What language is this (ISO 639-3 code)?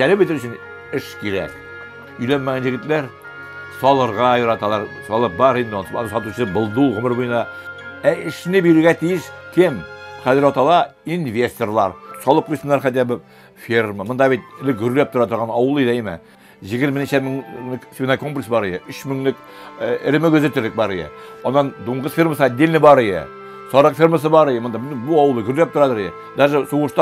tat